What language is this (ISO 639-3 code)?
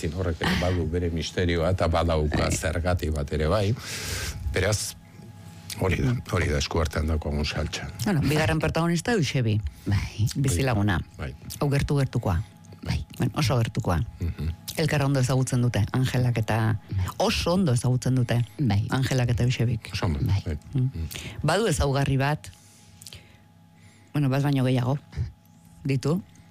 eus